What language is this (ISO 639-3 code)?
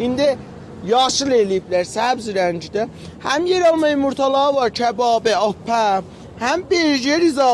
azb